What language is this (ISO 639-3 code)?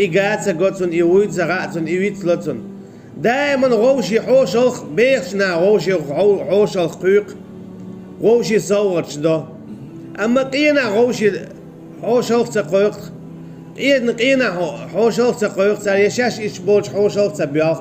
che